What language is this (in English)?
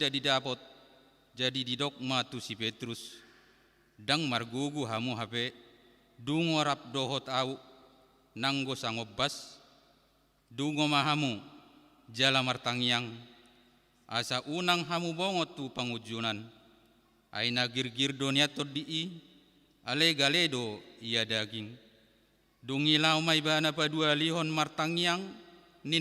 Batak Toba